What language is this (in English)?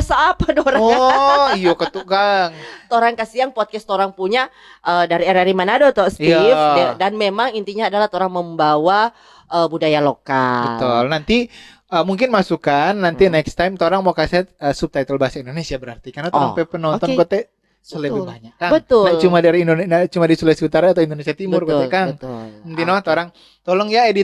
Manado Malay